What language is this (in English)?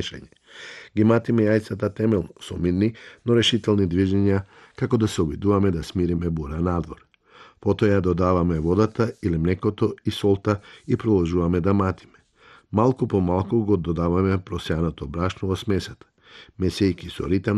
Macedonian